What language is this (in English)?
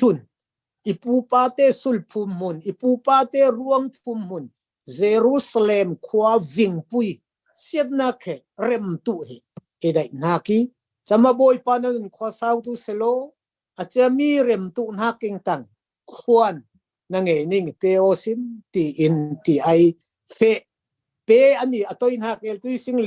Falam Chin